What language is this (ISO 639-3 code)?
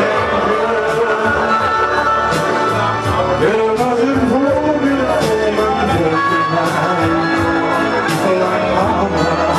nld